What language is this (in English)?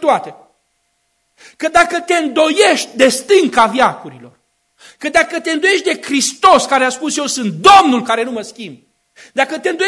Romanian